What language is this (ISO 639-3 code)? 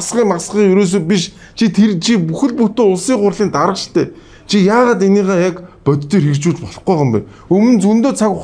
mon